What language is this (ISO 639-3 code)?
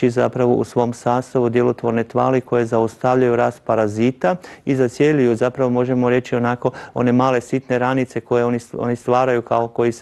hrv